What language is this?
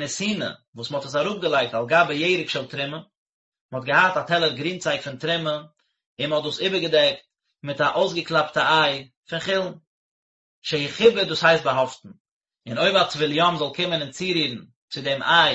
Yiddish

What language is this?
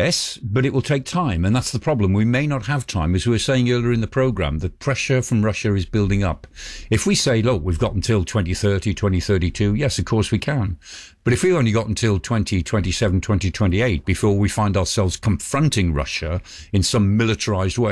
English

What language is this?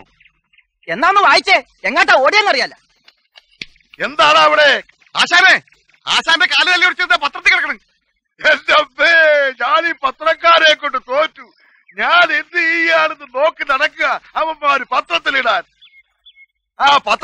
Malayalam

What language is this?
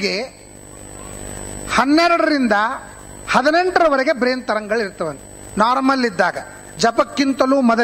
Kannada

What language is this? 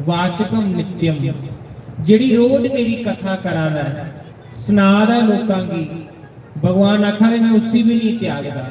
Dogri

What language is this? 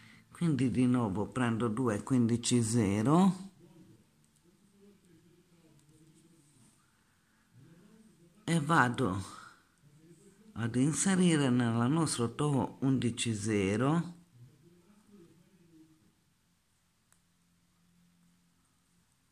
Italian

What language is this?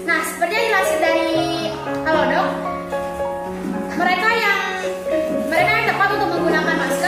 Indonesian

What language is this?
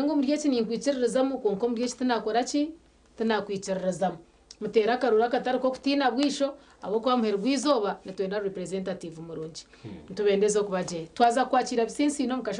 Nyankole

